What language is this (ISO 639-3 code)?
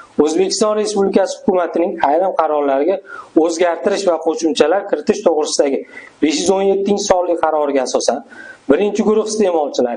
uzb